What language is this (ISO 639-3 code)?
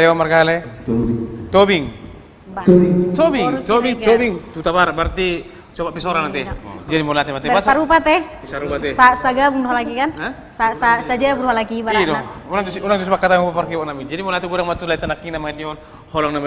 bbc